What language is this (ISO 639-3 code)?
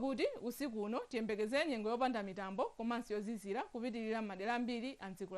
nya